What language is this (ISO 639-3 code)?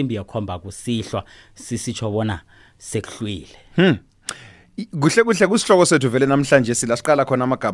nbl